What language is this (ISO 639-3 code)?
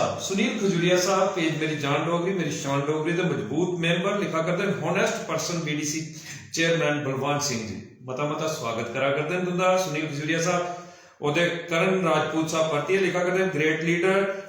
doi